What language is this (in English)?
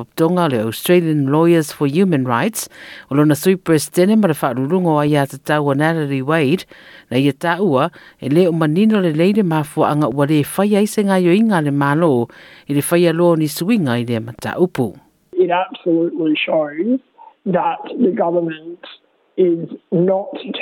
Samoan